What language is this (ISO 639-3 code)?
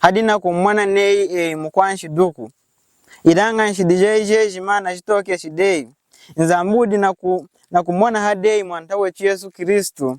lun